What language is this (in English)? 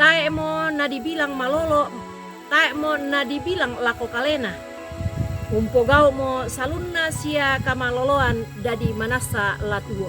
Toraja-Sa'dan